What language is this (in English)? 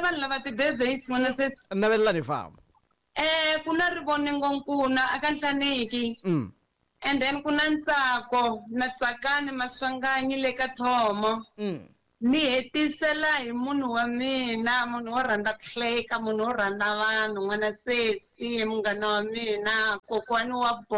Tsonga